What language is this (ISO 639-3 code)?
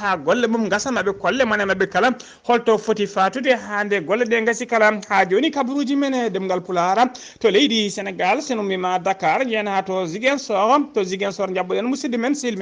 ful